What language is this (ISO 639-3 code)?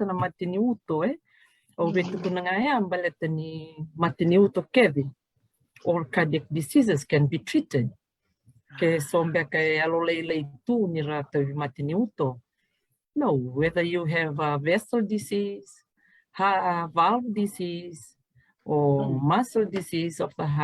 fij